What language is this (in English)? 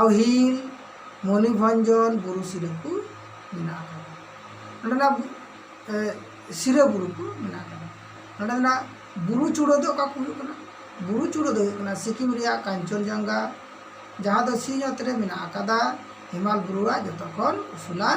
Santali